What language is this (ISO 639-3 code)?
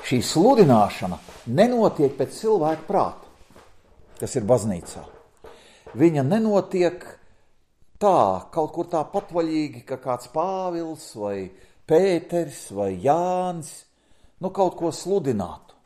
lav